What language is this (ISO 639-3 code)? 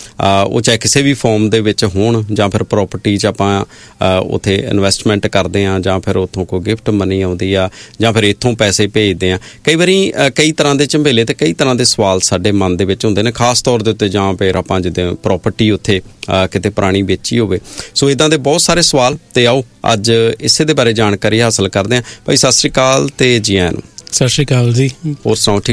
pan